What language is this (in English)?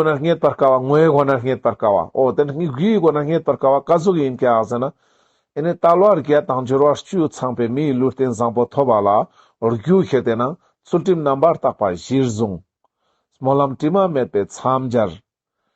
Ladakhi